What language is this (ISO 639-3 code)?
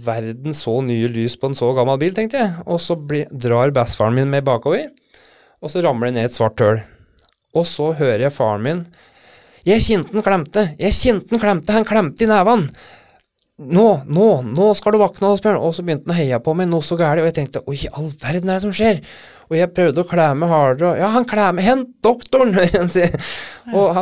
nor